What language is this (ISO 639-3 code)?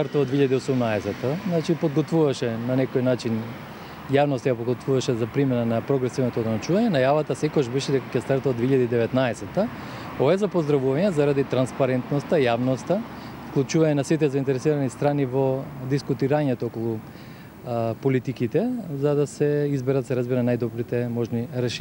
mkd